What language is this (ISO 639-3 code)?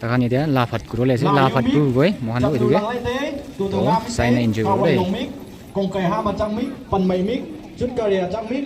nag